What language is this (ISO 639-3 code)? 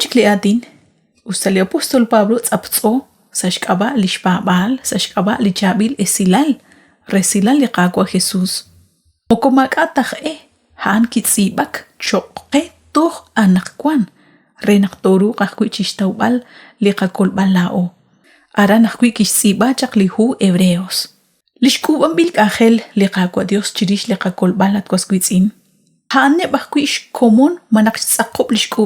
kek